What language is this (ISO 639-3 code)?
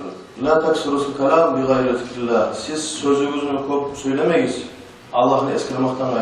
kum